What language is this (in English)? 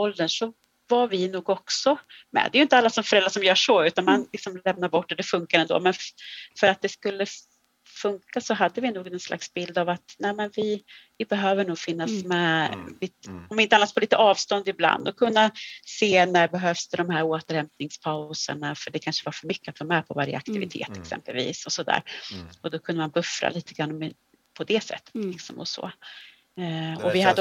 Swedish